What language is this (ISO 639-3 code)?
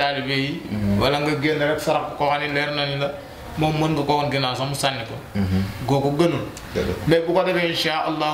wol